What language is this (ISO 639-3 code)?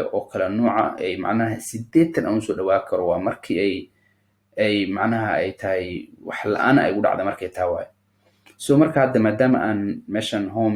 som